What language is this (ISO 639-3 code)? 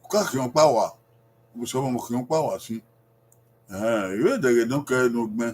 bin